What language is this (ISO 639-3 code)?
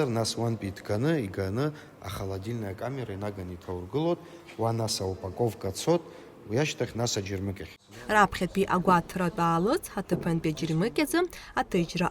abk